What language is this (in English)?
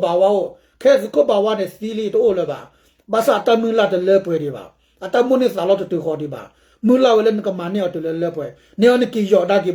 S'gaw Karen